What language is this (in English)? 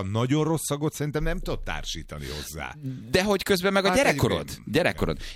Hungarian